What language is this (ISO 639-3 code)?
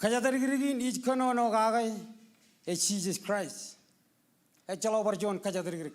mah